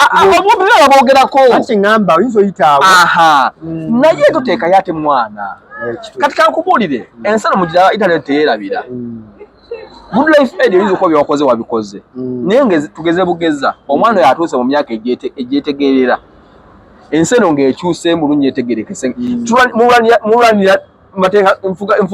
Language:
Ganda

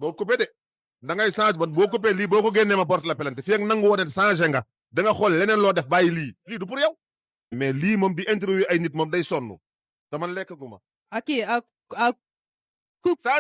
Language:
Wolof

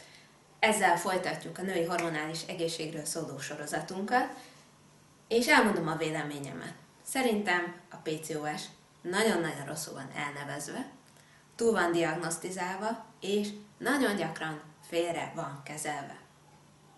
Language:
Hungarian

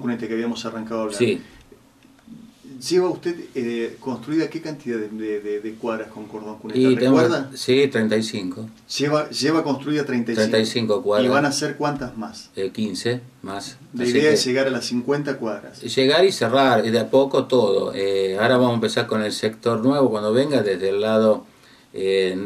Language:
Spanish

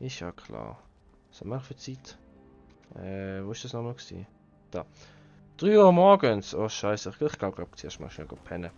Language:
Swiss German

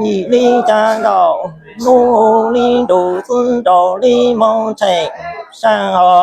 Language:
Hmong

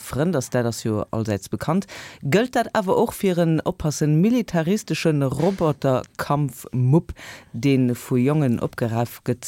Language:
Luxembourgish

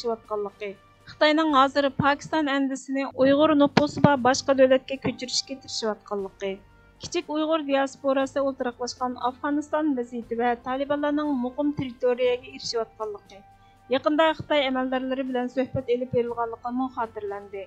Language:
Uyghur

